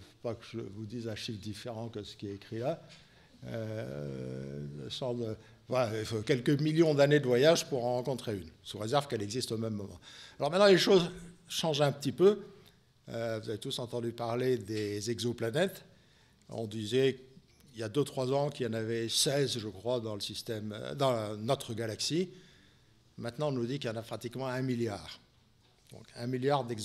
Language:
French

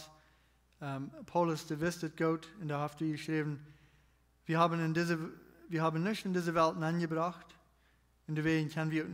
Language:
Plautdietsch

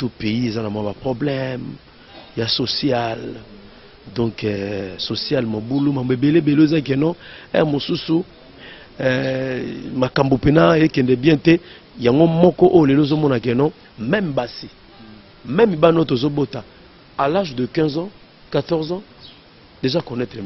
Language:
Lingala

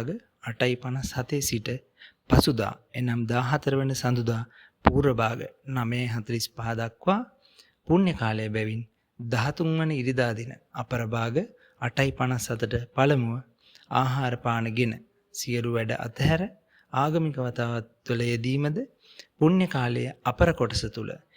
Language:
Sinhala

